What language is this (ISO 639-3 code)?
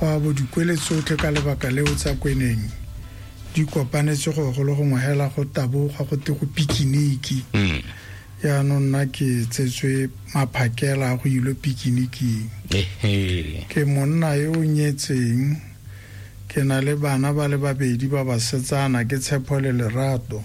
tsn